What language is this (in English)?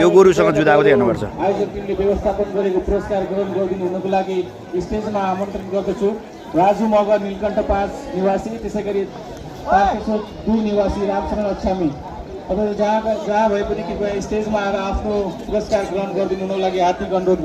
Nepali